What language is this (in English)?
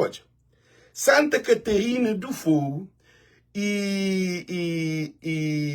Kabuverdianu